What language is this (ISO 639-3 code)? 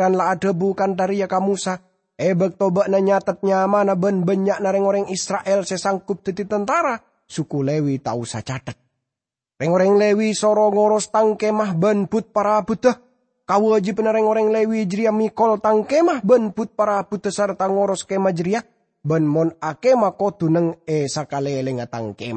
mad